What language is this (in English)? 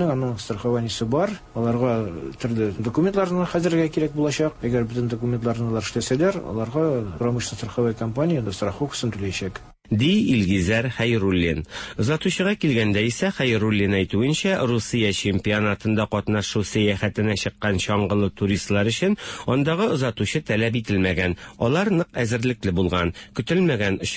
Tatar